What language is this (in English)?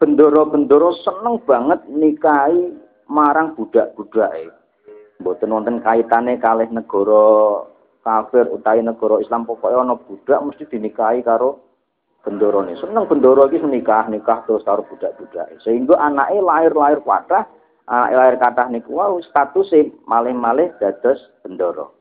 Javanese